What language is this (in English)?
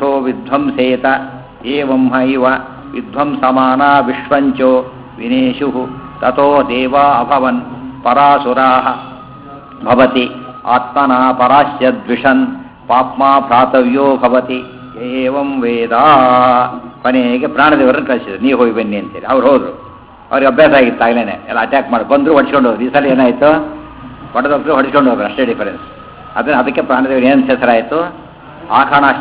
Kannada